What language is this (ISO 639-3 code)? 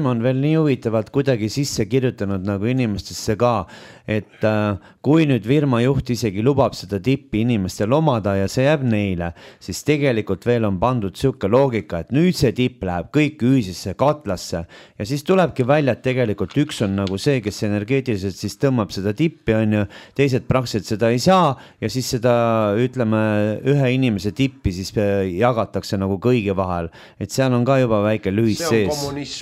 est